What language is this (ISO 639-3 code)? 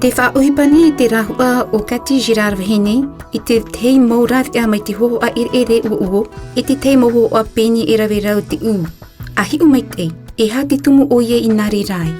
tah